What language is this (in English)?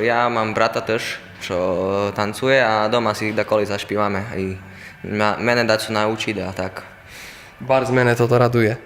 Rusyn